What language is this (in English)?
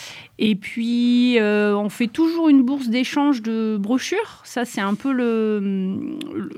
French